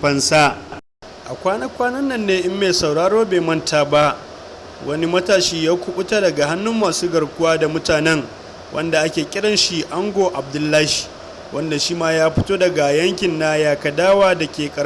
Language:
Hausa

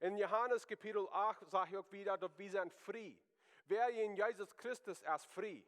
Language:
Plautdietsch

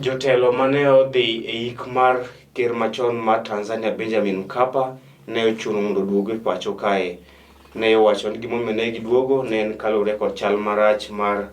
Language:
Luo (Kenya and Tanzania)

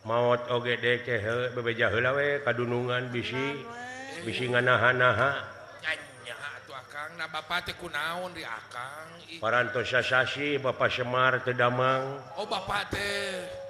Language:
Sundanese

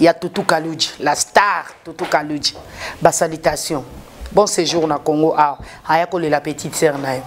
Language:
Lingala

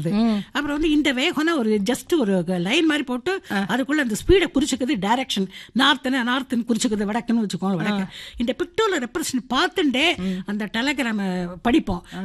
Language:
Tamil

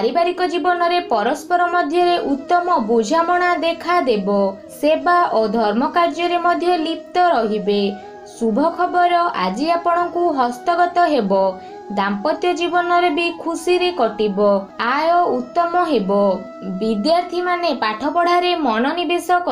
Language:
Odia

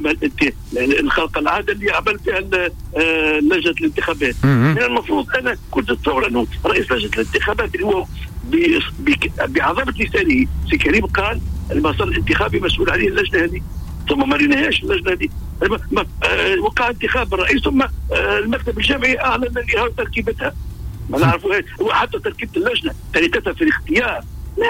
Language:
Tunisian Arabic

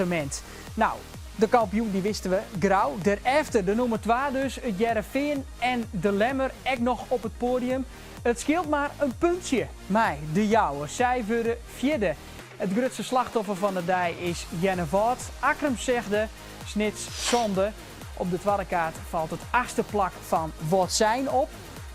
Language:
Western Frisian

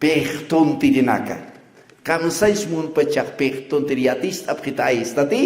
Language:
Aymara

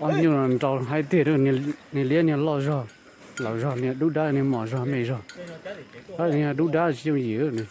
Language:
Hmong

